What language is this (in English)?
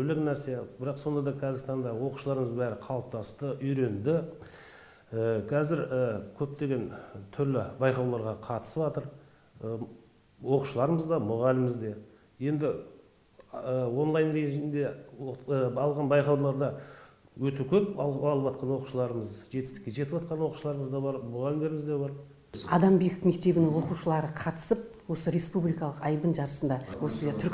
Kazakh